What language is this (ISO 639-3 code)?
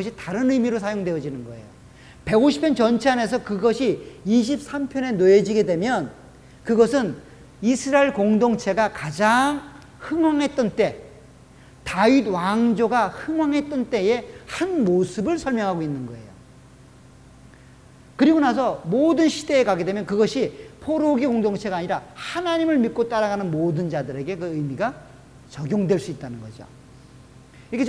kor